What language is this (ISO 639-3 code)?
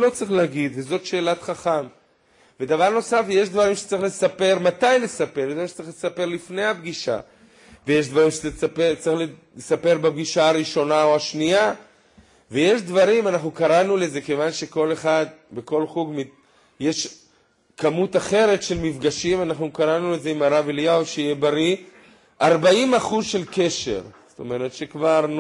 heb